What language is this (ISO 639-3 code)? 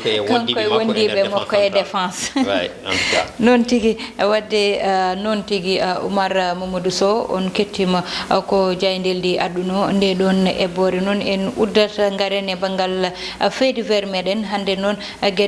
ful